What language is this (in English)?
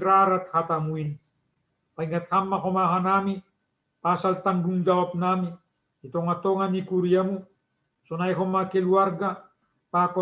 Batak Simalungun